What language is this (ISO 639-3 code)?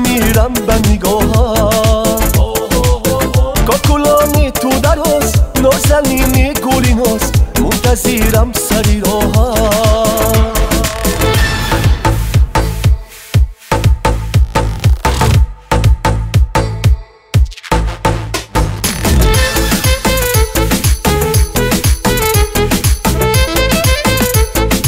fas